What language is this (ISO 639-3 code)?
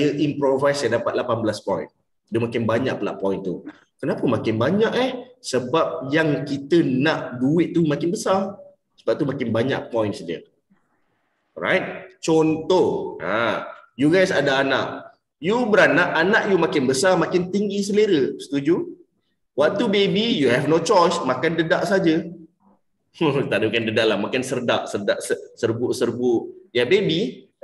msa